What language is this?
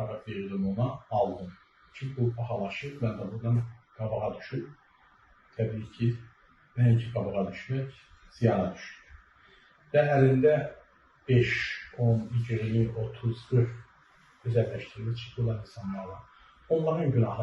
Azerbaijani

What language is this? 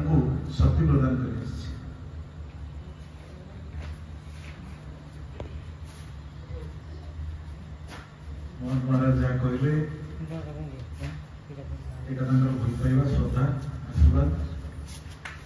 Odia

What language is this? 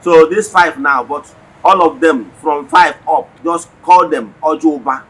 Igbo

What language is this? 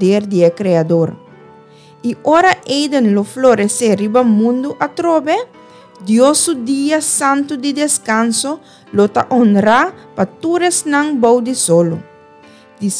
Papiamento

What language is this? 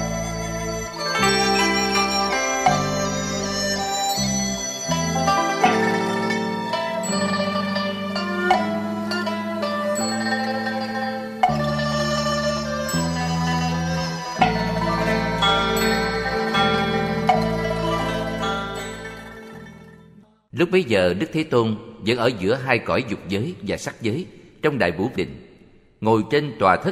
Vietnamese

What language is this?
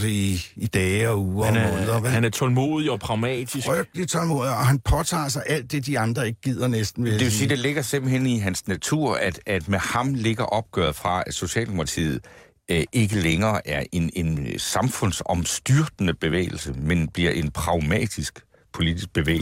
Danish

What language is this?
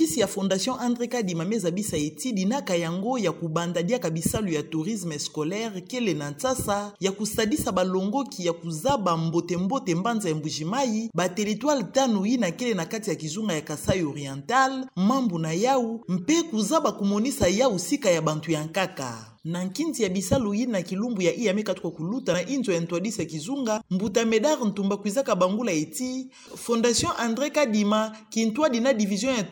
Kituba (Democratic Republic of Congo)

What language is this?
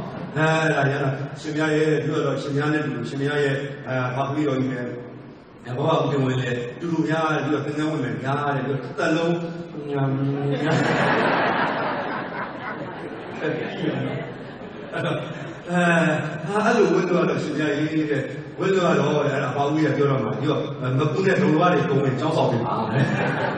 Burmese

